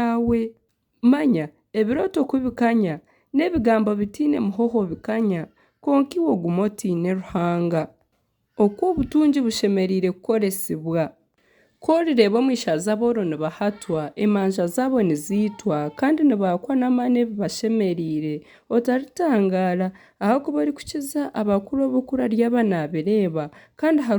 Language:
Nyankole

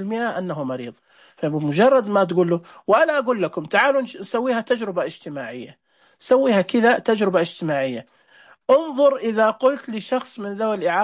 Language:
Najdi Arabic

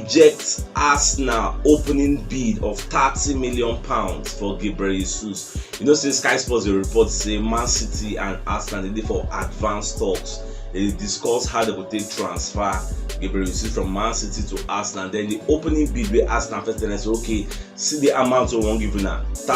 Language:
Nigerian Pidgin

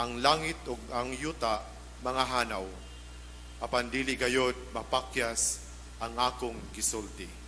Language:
Cebuano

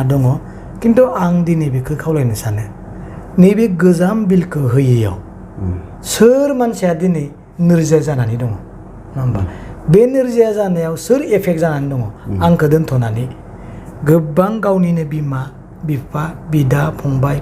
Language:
Bodo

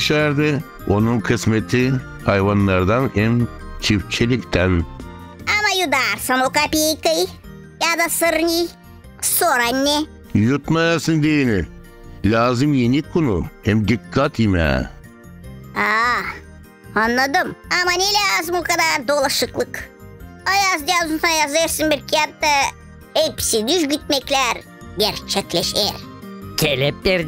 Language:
Gagauz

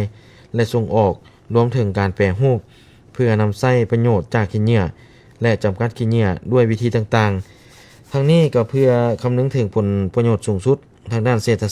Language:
Lao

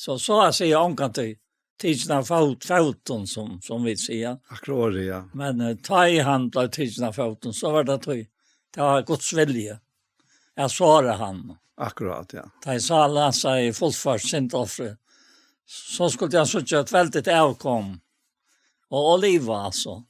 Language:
Faroese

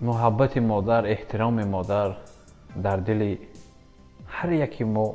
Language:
Tajik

